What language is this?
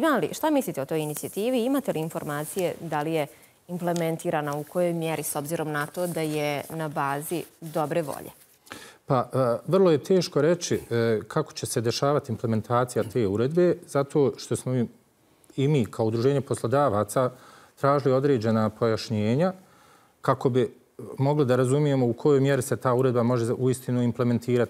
Bosnian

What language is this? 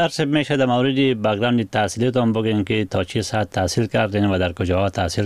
Persian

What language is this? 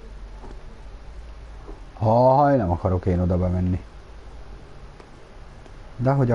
Hungarian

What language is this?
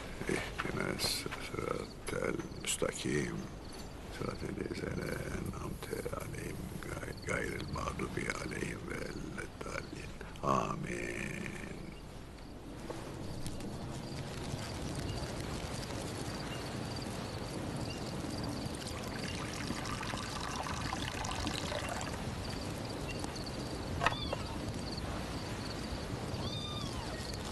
Turkish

